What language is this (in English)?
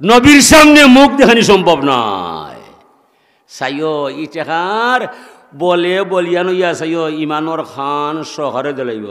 Sylheti